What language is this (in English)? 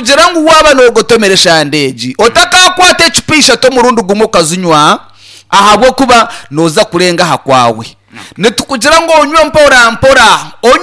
Nyankole